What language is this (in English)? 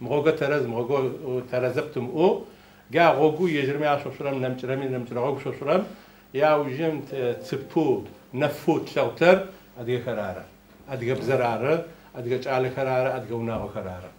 Adyghe